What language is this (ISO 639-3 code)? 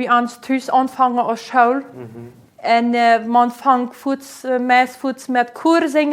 pdt